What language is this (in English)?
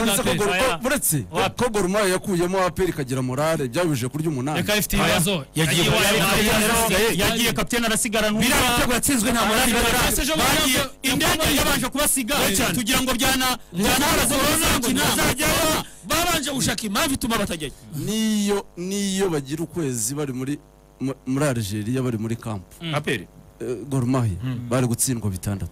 Kinyarwanda